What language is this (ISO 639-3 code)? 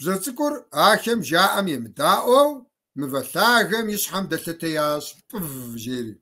kbd